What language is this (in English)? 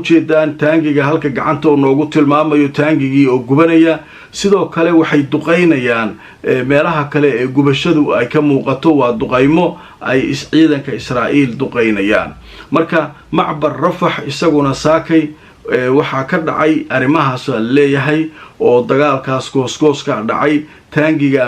Somali